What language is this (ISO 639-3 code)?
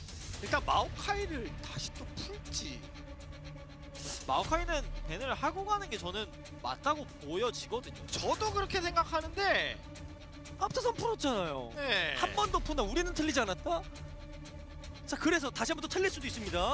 kor